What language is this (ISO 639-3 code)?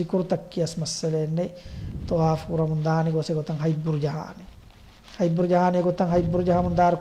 div